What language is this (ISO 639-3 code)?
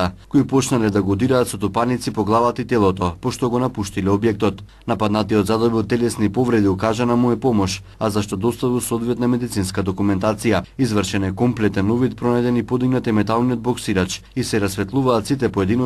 mkd